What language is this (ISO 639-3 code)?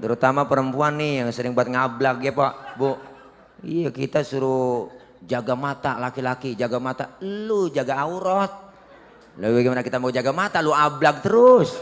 bew